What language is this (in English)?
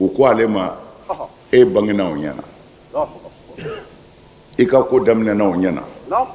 Bambara